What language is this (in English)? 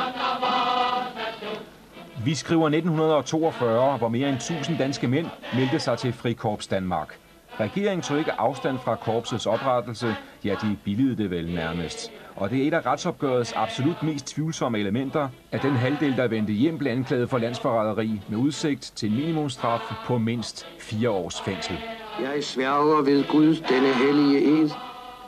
Danish